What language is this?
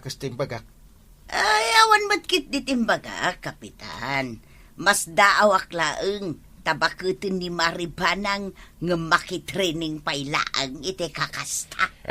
Iloko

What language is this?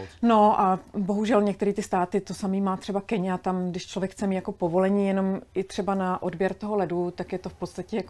Czech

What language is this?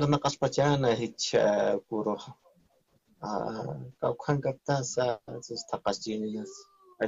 Aymara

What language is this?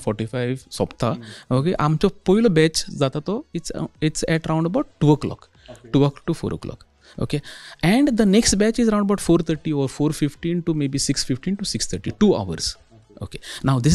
Konkani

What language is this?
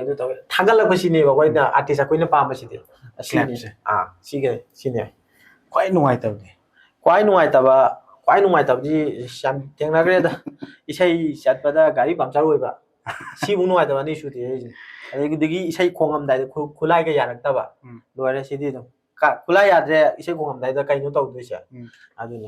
Manipuri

